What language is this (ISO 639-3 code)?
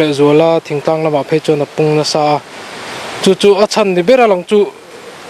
lus